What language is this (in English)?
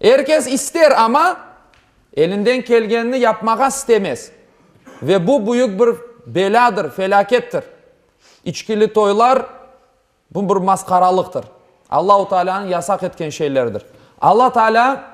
Crimean Tatar